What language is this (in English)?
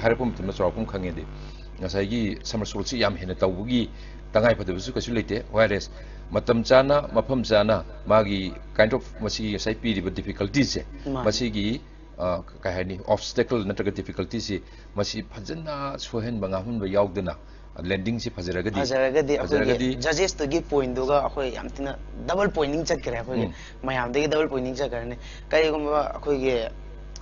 Manipuri